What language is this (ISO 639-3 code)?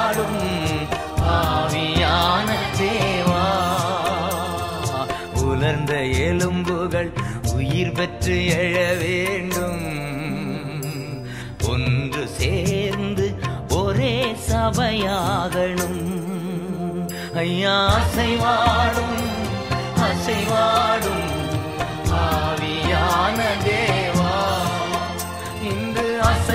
tam